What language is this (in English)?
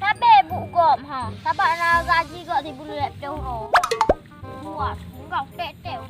Achinese